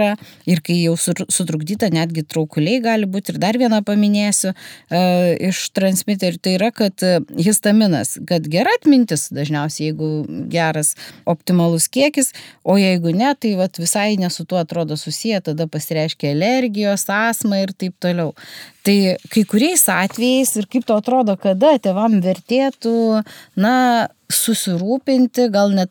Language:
Lithuanian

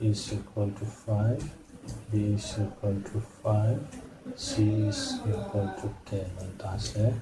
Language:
Mizo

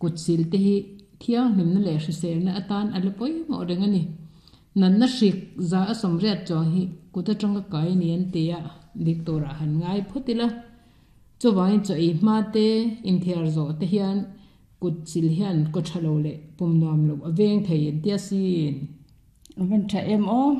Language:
Mizo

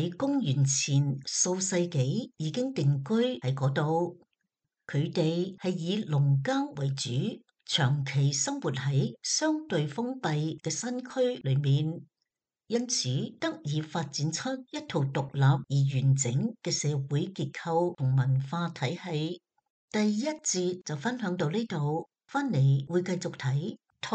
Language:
Cantonese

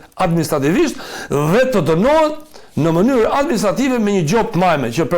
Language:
Albanian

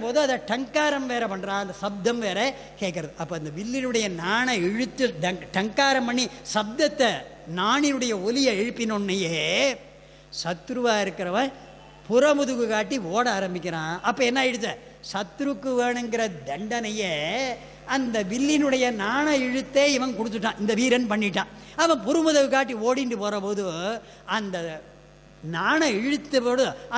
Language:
Tamil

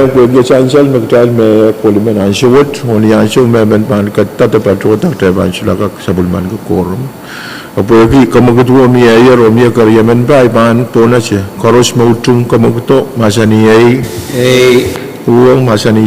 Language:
Pohnpeian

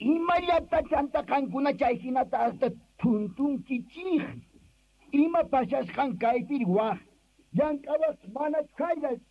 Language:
Quechua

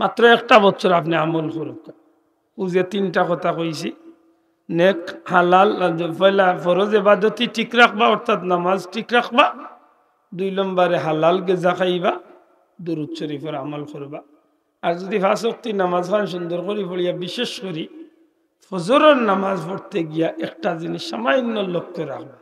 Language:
Sylheti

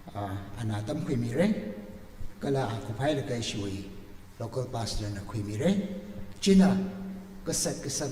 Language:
Tangkhul Naga (India)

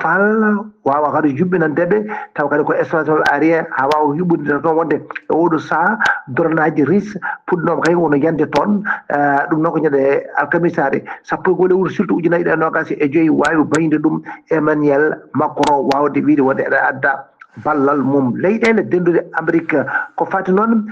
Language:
Fula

